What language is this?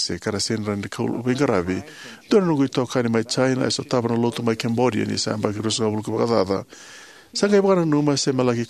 Fijian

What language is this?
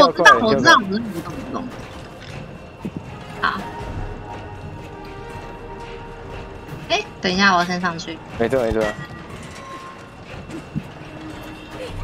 Chinese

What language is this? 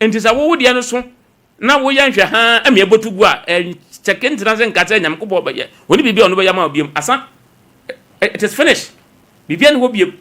Akan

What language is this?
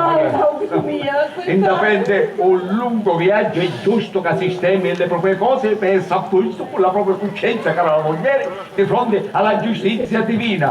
Sicilian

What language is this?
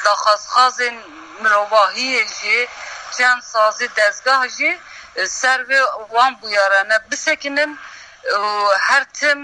Kurdish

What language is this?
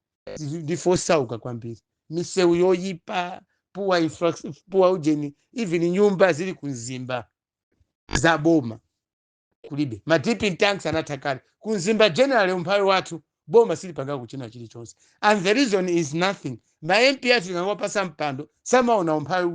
Nyanja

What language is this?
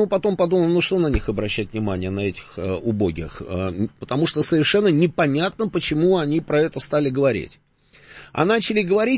Russian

